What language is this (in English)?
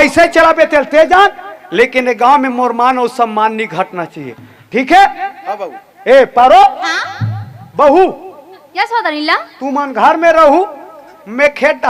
Chhattisgarhi